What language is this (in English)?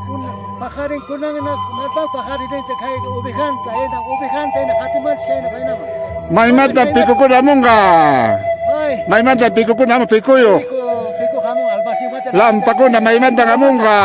Quechua